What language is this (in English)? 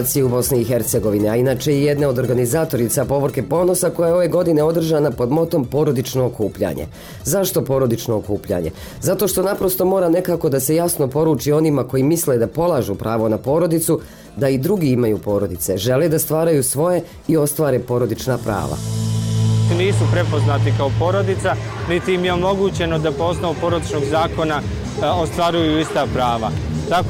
Bosnian